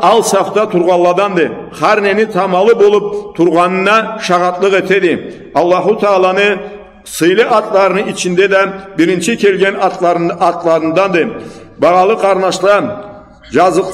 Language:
Karachay-Balkar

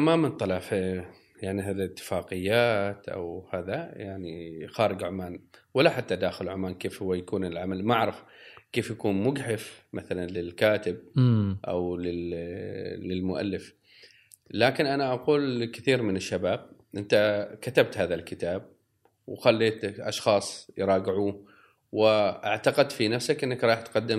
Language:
Gulf Arabic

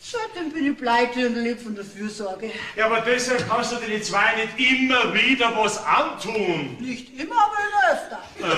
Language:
Bavarian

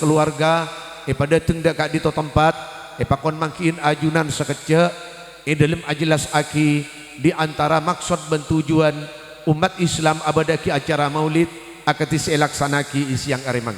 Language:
Madurese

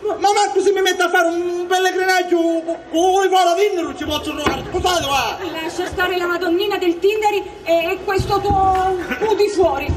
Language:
Sicilian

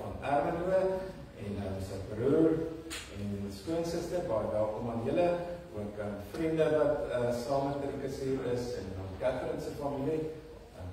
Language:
Afrikaans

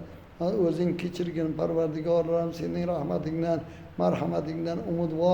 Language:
Uzbek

